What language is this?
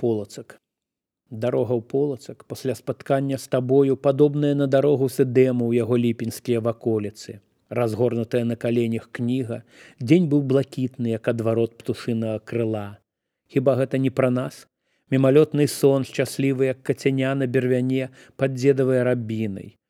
Belarusian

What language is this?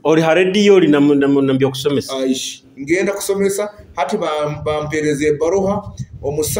Nyoro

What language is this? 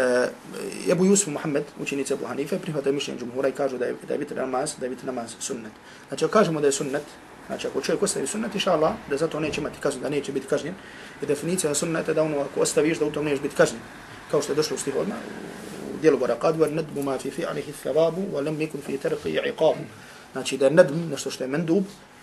Bosnian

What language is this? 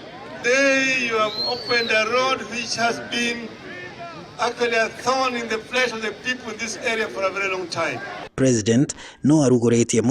Kikuyu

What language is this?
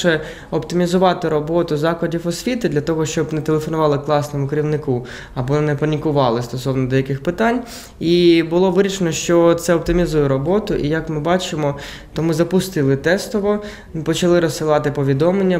Ukrainian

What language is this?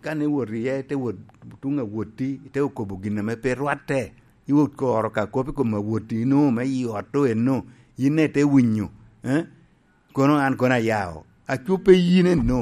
Lango (Uganda)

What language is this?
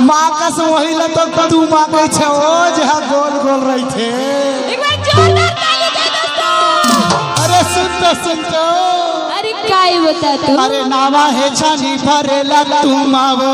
Chhattisgarhi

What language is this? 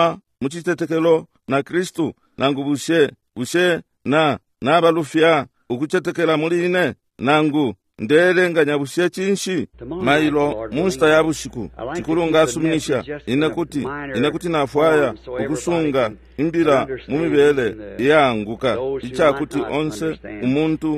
Bemba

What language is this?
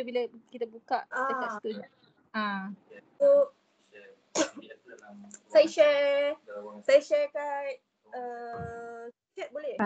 Malay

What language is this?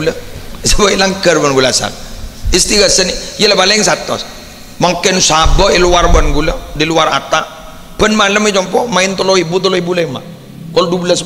Madurese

